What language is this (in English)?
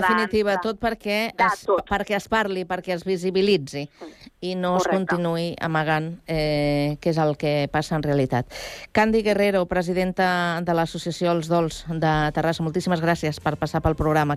Catalan